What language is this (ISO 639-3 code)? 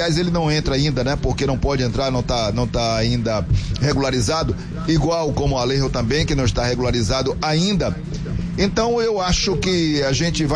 por